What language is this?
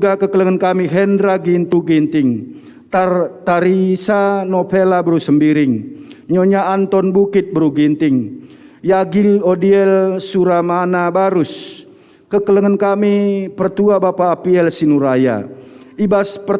Batak Karo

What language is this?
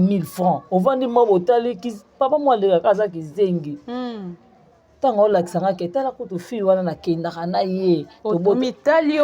Lingala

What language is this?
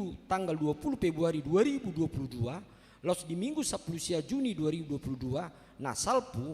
Batak Toba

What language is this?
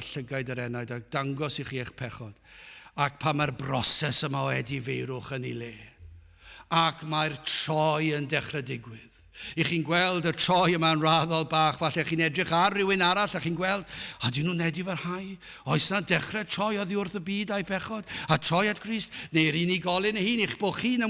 Welsh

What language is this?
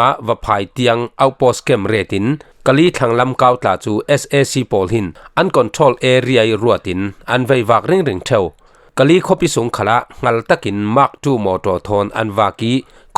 Falam Chin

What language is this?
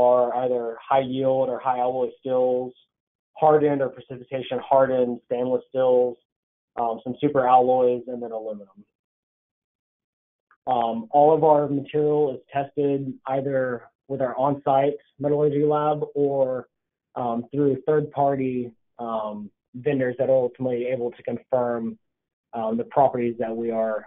English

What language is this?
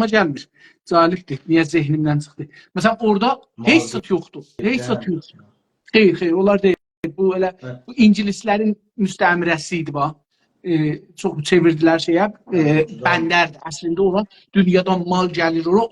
South Azerbaijani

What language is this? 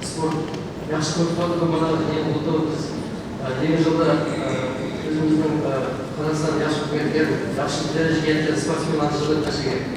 Uyghur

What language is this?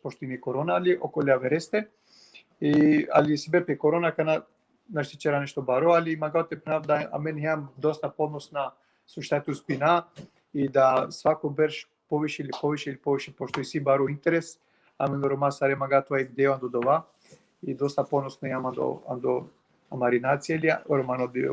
Balkan Romani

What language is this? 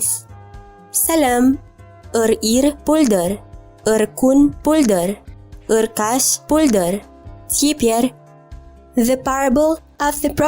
Chuvash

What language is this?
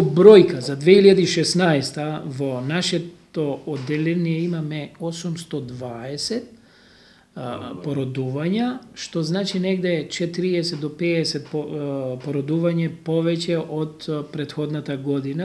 Macedonian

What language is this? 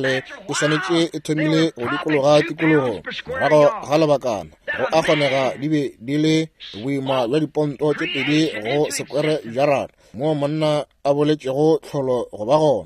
Northern Sotho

